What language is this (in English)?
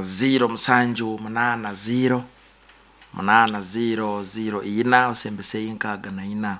Nyankole